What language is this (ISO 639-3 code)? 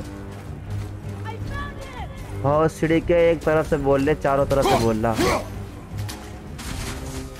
hin